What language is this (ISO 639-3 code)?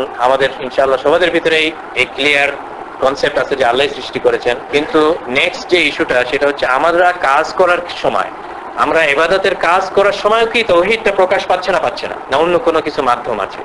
ben